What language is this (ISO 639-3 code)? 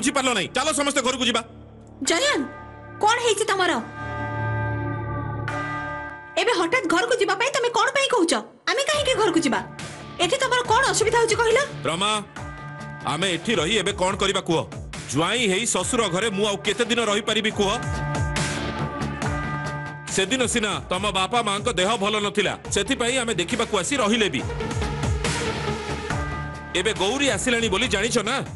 ori